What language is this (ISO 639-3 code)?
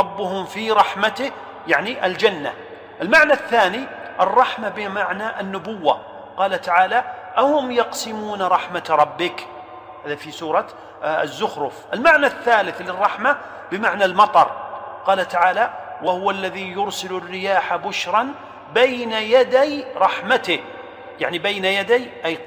ara